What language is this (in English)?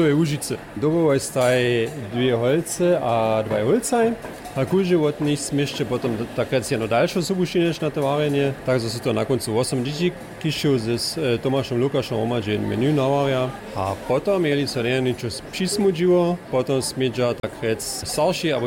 Upper Sorbian